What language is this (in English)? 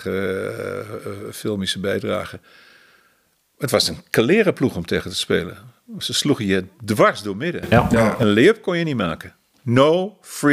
Dutch